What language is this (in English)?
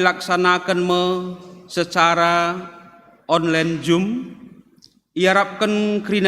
Batak Karo